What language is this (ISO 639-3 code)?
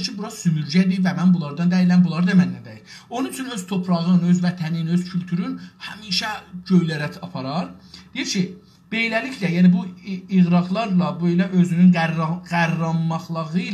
azb